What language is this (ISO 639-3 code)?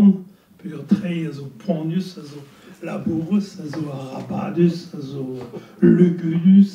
bre